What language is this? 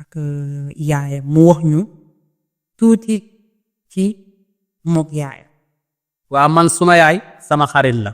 Wolof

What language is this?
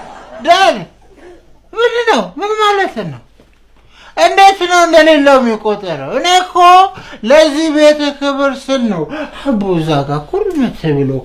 Amharic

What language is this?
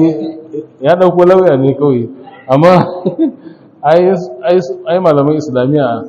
Hausa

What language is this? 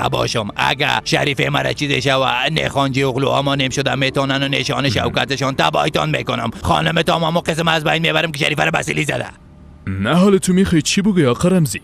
Persian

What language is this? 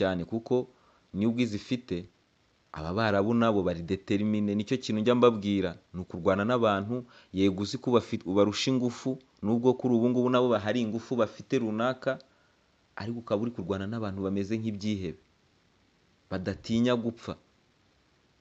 Kinyarwanda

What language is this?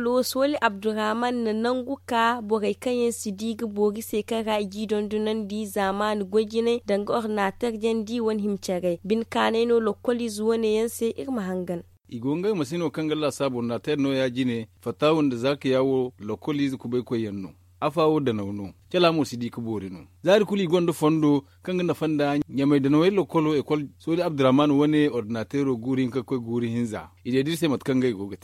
Zarma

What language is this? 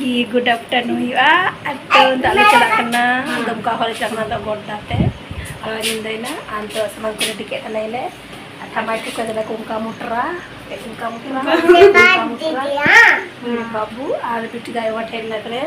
Santali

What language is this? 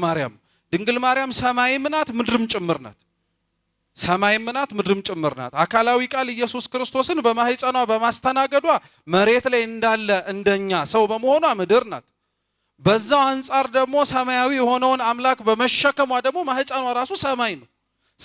Amharic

